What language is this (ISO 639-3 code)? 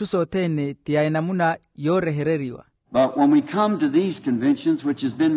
vmw